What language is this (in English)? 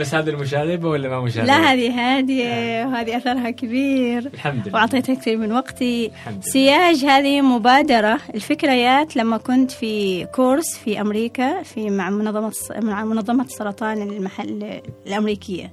Gulf Arabic